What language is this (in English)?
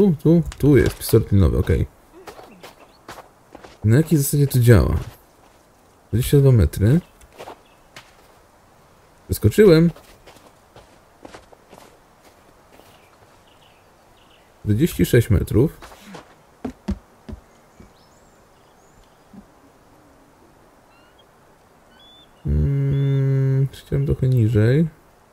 Polish